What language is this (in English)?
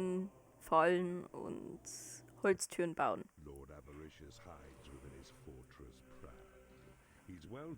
Bavarian